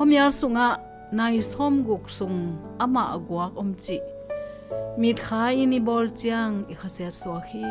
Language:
Tedim Chin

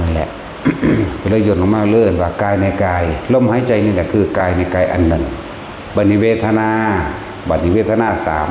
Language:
Northeastern Thai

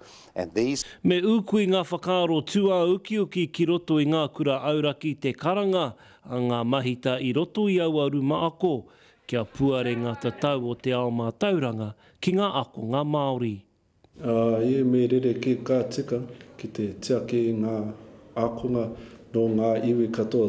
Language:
Māori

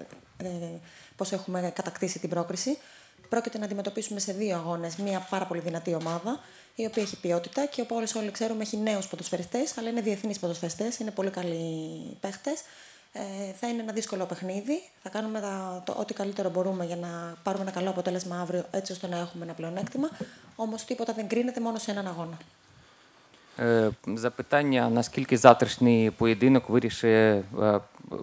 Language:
Greek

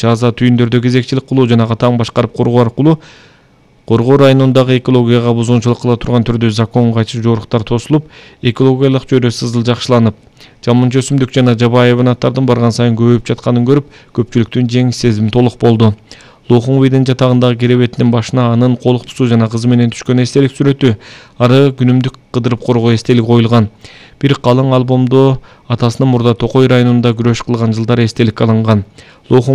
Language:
Kyrgyz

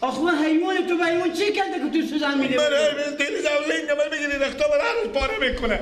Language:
Persian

